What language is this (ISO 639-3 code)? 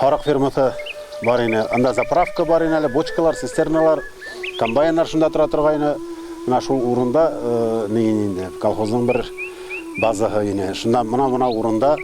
bak